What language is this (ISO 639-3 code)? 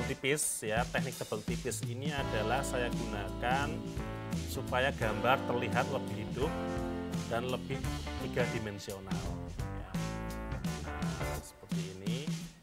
ind